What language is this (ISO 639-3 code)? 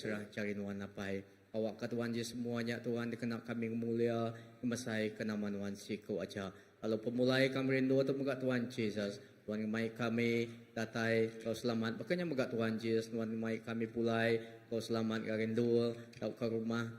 iba